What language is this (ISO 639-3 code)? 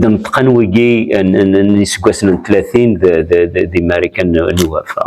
kab